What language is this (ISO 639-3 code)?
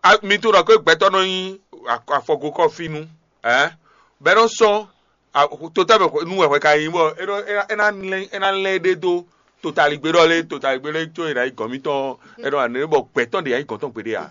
fon